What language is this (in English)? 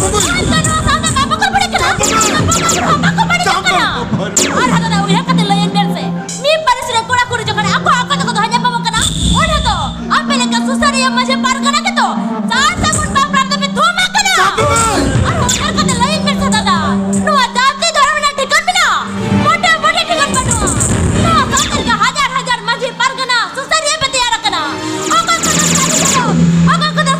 Santali